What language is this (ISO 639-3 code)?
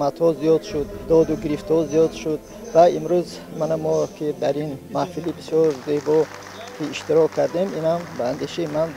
tgk